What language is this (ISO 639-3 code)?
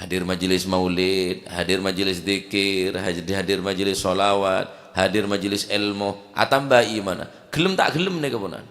mad